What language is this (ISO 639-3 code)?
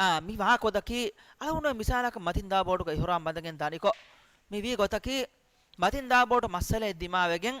div